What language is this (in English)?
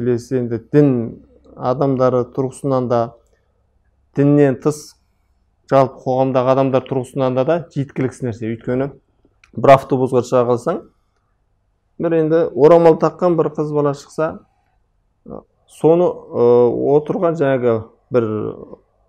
Kazakh